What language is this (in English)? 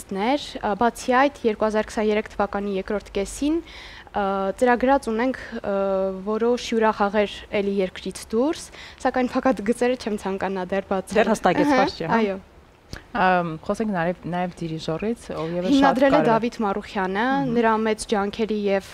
Armenian